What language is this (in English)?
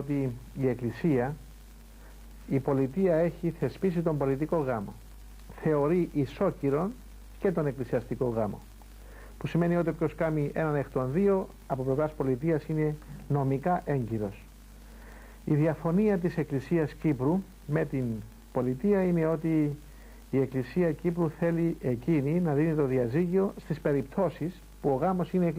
Greek